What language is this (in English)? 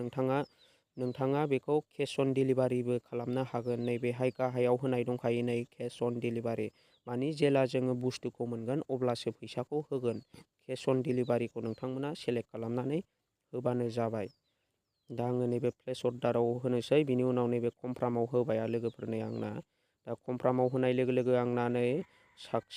Bodo